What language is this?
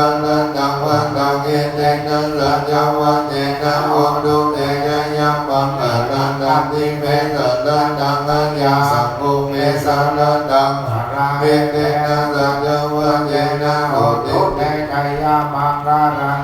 Pali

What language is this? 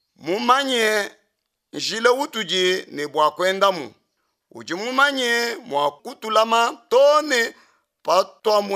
Luba-Lulua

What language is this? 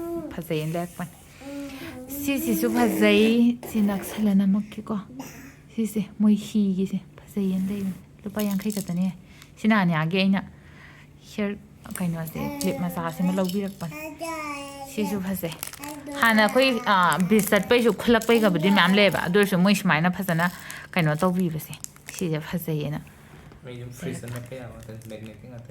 Manipuri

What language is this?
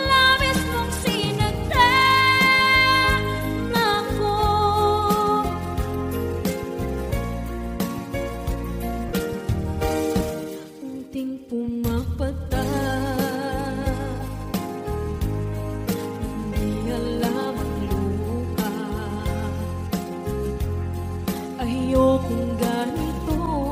Filipino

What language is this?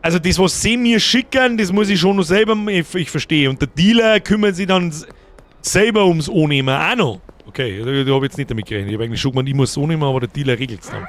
Bavarian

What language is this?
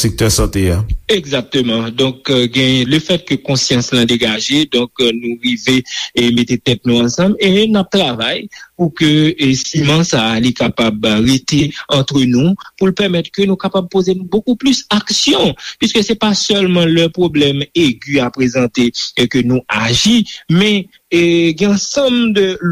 Haitian Creole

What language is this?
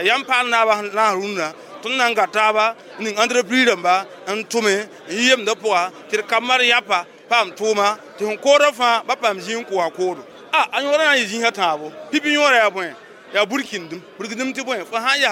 Mossi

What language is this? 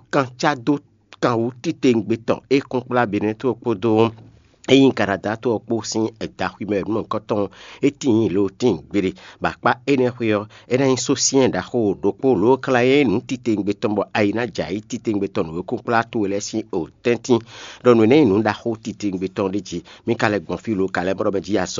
Fon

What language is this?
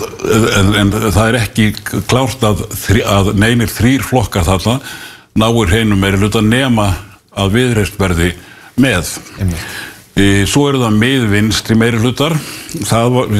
Icelandic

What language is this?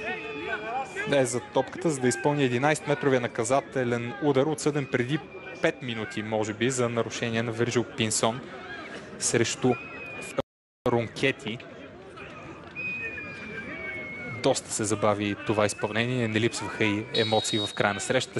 Bulgarian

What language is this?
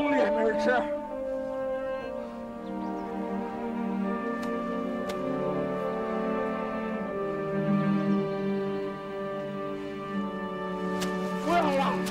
Chinese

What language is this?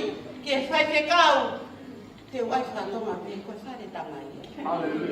Tongan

